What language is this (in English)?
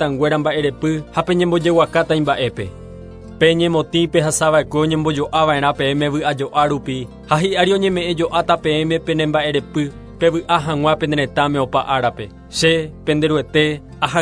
Guarani